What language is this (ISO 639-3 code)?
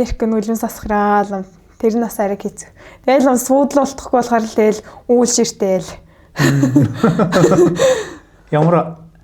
mon